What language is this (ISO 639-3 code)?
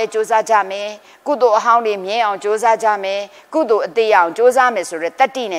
mya